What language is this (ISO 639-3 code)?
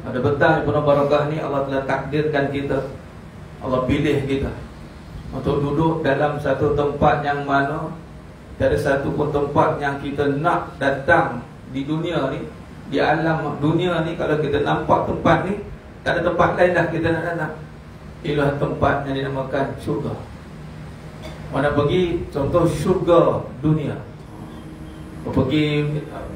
msa